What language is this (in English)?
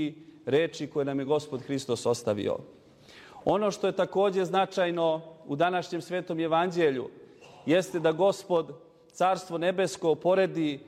Serbian